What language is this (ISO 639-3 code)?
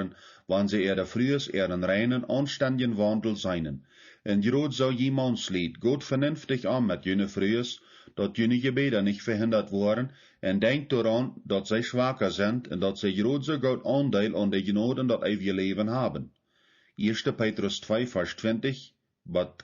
pdt